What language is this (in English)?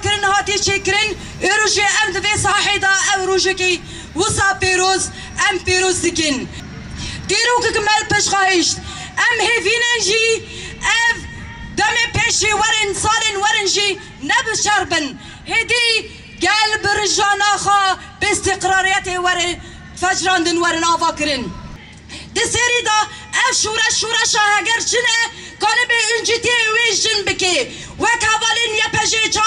Kurdish